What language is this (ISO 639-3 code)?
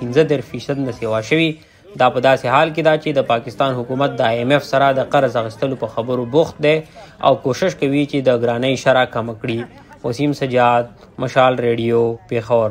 pus